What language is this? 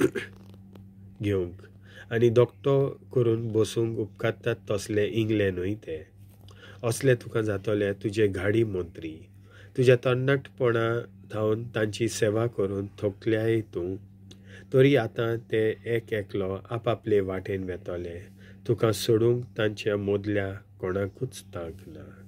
Konkani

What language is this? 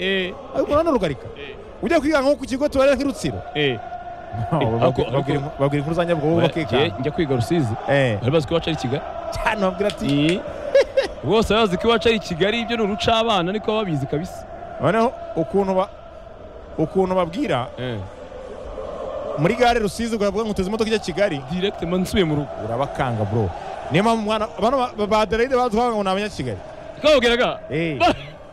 Kinyarwanda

